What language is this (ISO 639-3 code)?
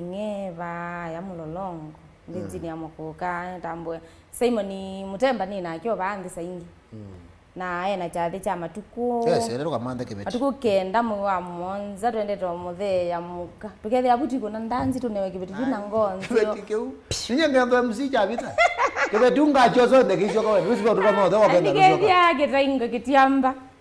kam